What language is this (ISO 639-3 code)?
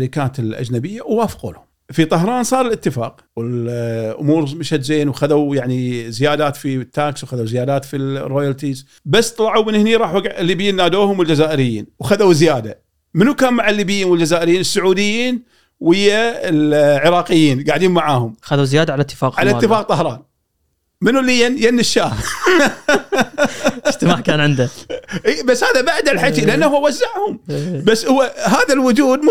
afb